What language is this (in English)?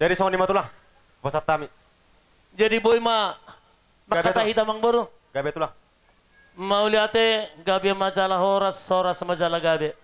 Batak Toba